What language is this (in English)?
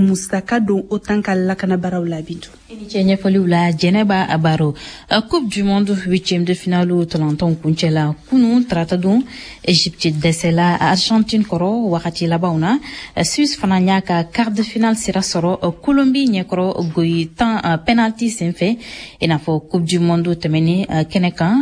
Bambara